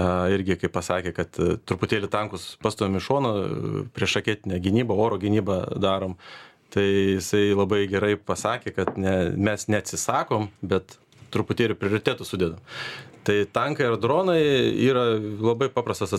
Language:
Lithuanian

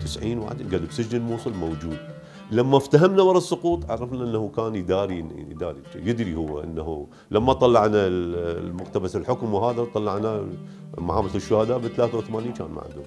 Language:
Mesopotamian Arabic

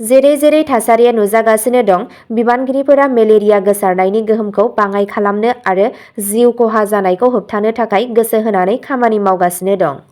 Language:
Bodo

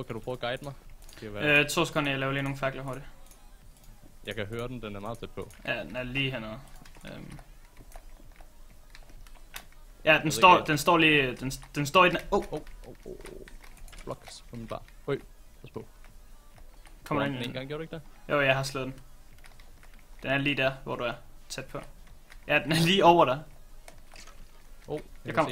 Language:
Danish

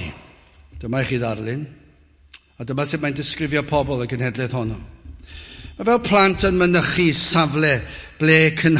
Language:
Welsh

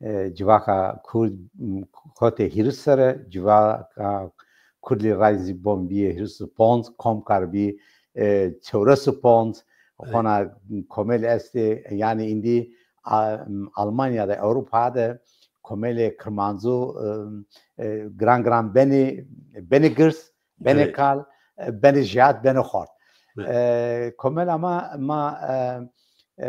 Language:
Zaza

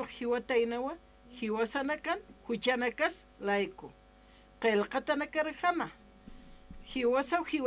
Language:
Aymara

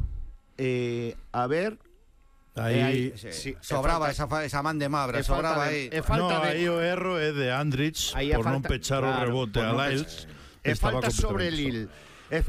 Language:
Galician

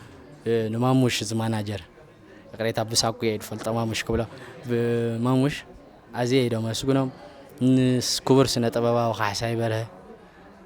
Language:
Tigrinya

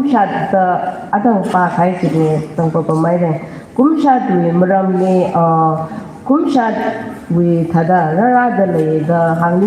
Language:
Tangkhul Naga (India)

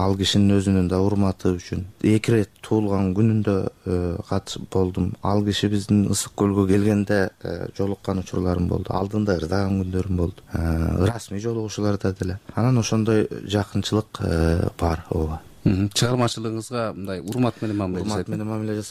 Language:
Kyrgyz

